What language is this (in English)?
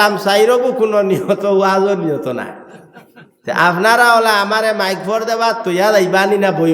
Sylheti